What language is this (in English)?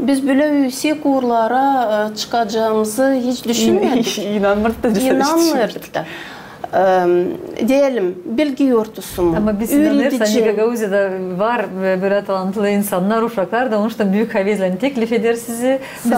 Gagauz